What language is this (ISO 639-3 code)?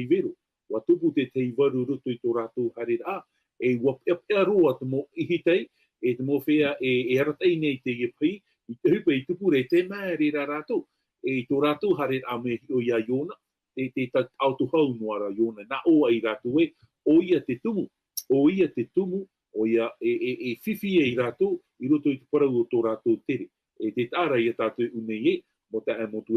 tah